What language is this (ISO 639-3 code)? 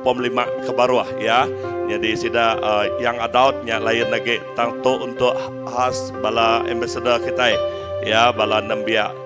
iba